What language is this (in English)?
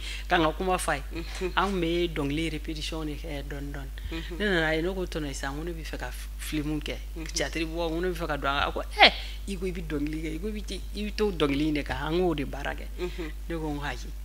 Bambara